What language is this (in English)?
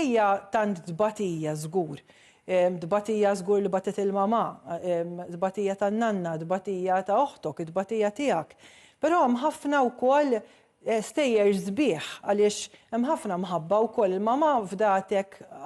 Maltese